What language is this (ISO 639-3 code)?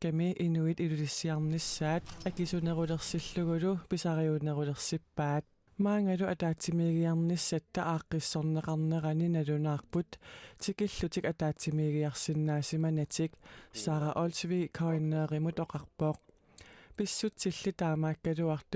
kal